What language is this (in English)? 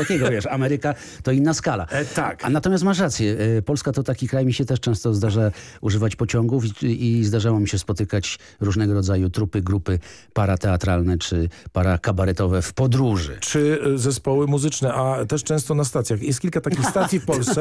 Polish